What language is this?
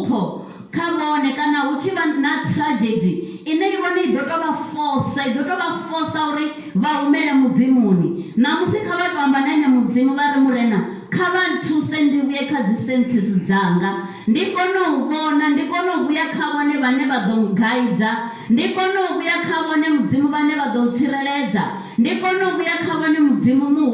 Venda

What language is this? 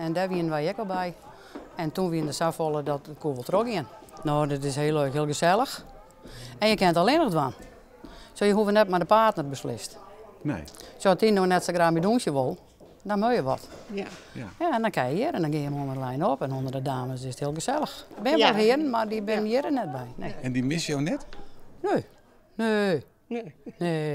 Western Frisian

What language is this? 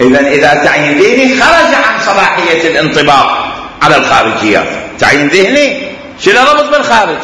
Mesopotamian Arabic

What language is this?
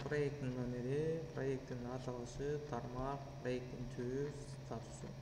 Kyrgyz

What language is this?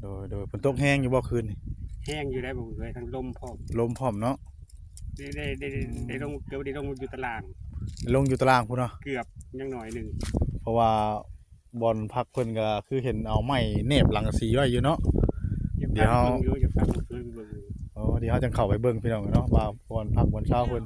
Northeastern Thai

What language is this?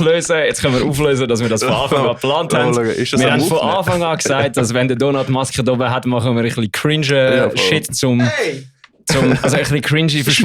Swiss German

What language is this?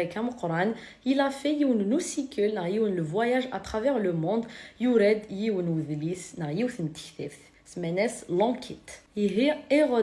Kabyle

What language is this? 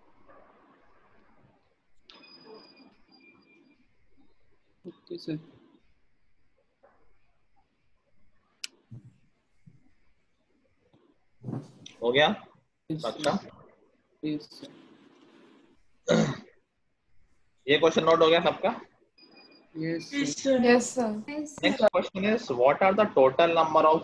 Hindi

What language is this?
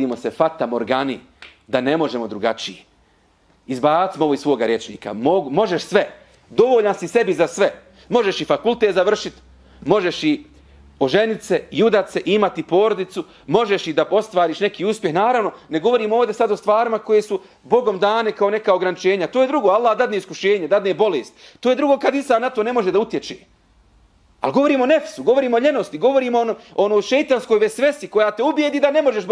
Bosnian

